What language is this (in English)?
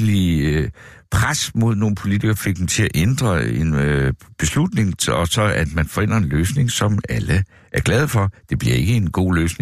Danish